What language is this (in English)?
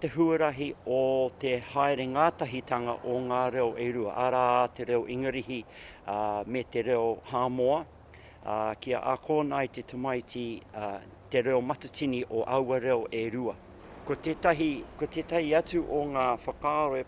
Māori